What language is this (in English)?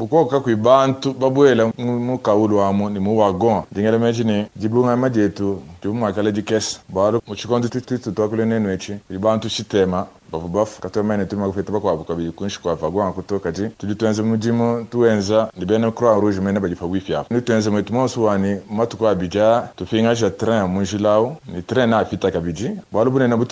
Luba-Lulua